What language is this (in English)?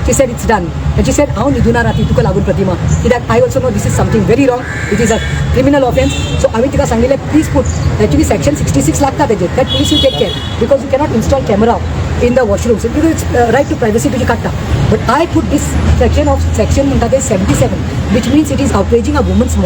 Konkani